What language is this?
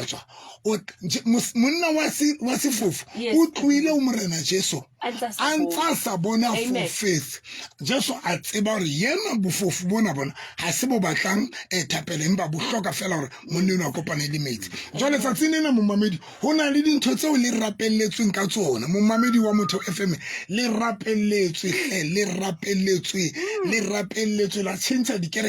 Southern Sotho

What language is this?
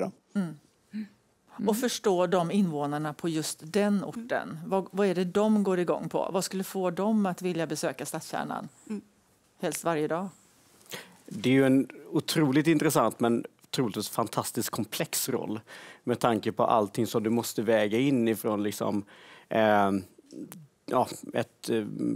Swedish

